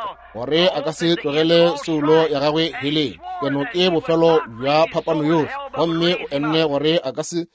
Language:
Northern Sotho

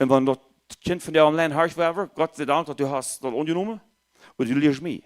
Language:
Plautdietsch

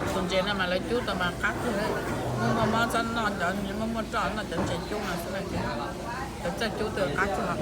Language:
Hmong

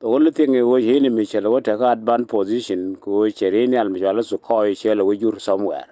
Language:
Nuer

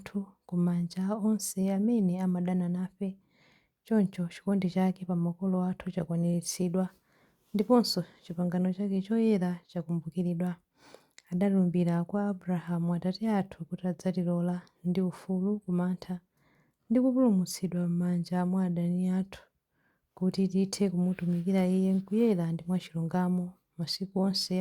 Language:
Nyanja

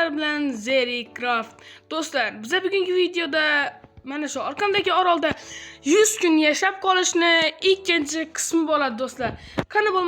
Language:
Uzbek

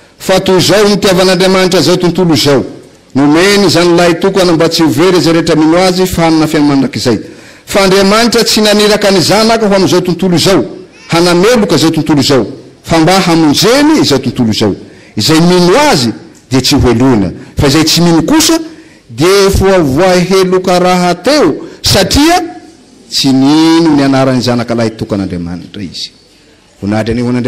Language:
Malagasy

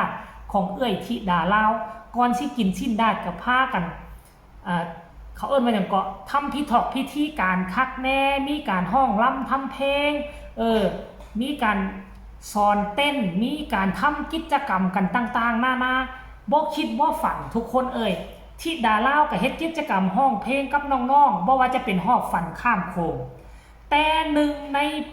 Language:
Northeastern Thai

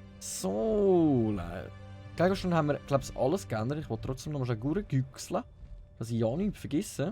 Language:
Swiss German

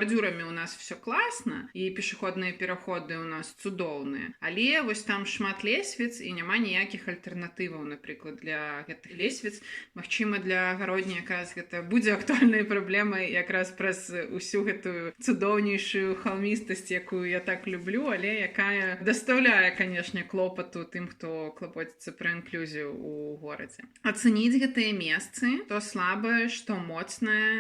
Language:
Belarusian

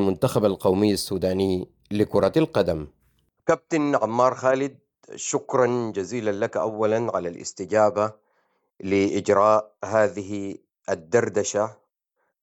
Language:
Arabic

